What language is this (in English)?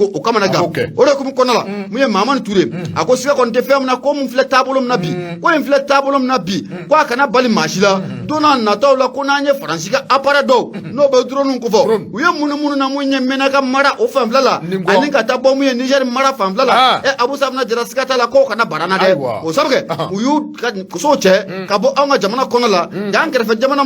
Bambara